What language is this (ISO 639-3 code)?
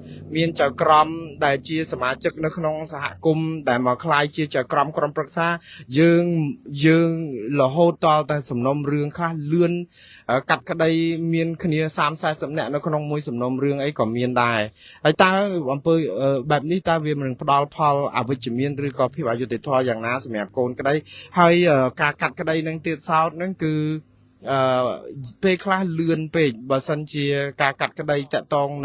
khm